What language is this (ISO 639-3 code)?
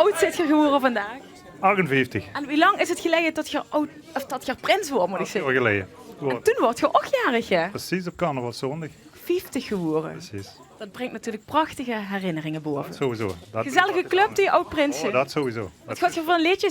lim